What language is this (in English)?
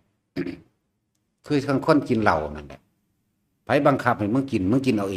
Lao